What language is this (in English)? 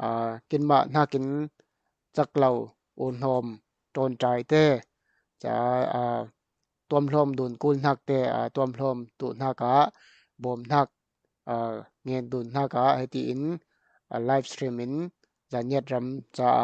Falam Chin